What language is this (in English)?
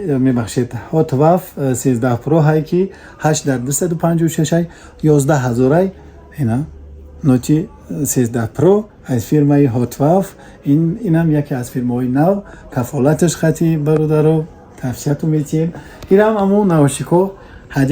Tajik